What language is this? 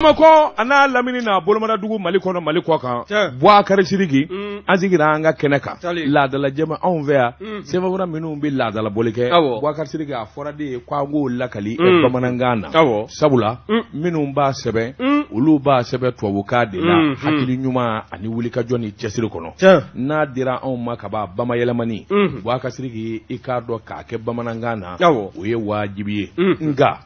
Bambara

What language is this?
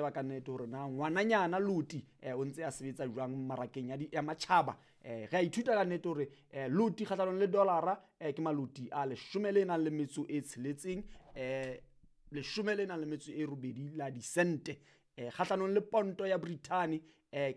Southern Sotho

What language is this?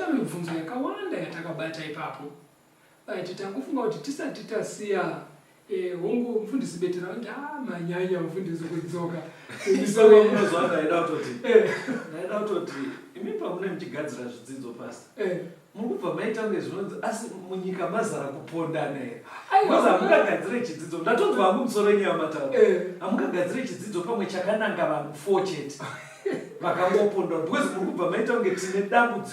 Shona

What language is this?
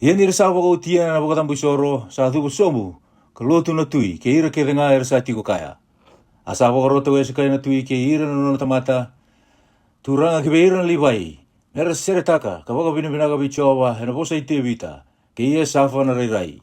Fijian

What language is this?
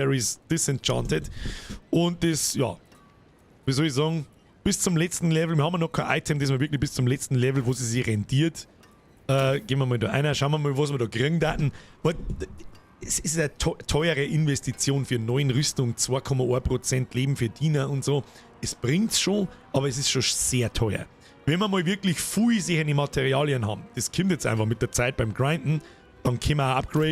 Bavarian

